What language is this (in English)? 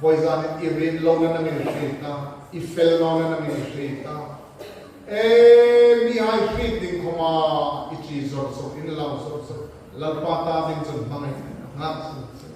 Hmar